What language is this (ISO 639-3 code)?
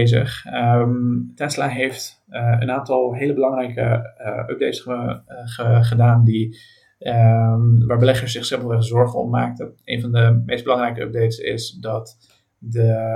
nld